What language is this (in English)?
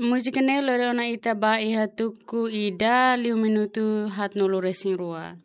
Tetum